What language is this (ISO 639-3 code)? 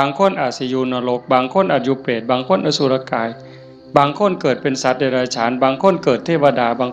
tts